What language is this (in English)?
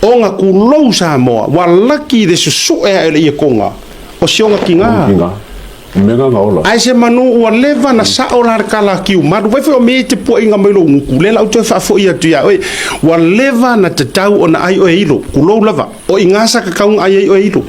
Samoan